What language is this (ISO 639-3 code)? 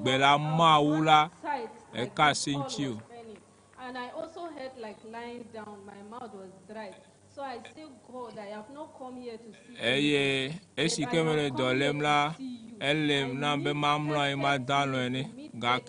ewe